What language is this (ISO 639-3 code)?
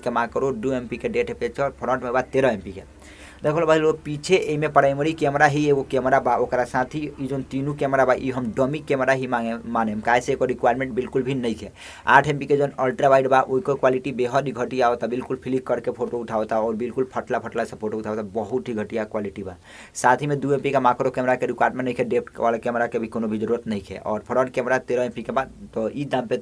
bho